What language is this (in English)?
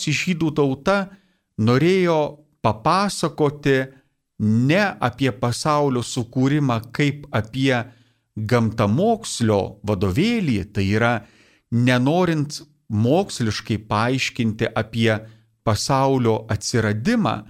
Lithuanian